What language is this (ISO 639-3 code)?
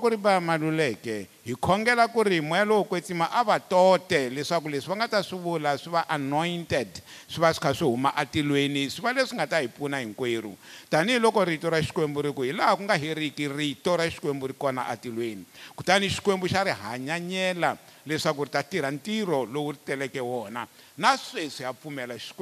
tso